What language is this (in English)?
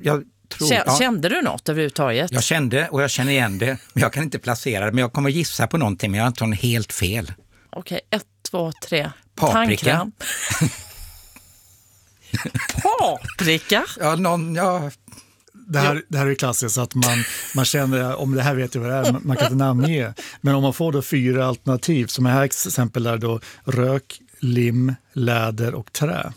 Swedish